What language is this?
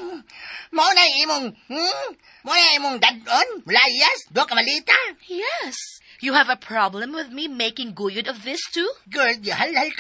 Cebuano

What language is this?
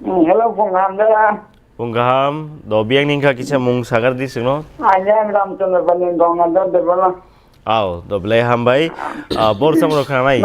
Kok Borok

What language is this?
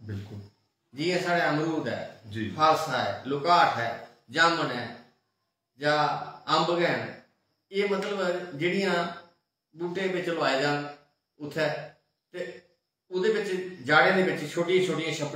Dogri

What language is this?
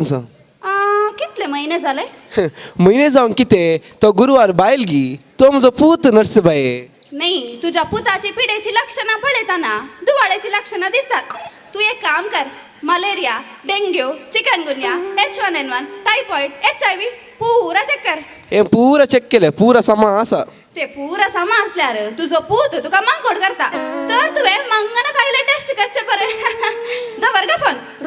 Konkani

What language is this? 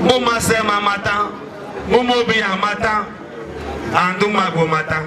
Igbo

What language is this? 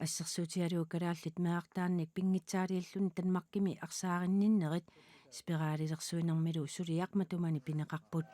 Kalaallisut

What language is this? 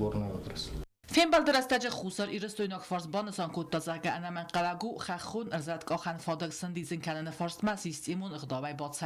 Ossetic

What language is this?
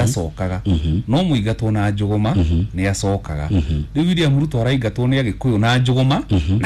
Kikuyu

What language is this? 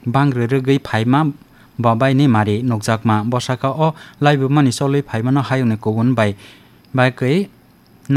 Kok Borok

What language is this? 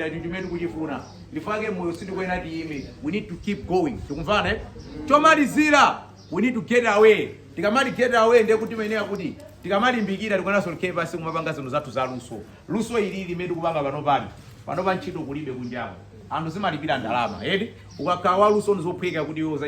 Nyanja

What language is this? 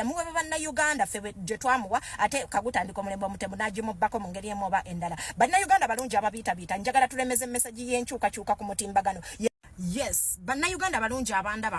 Ganda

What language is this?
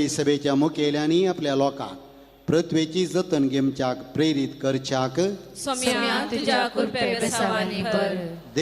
Konkani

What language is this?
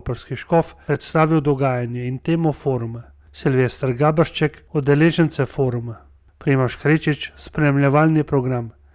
Slovenian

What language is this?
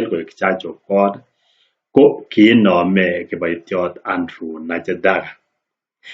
Kalenjin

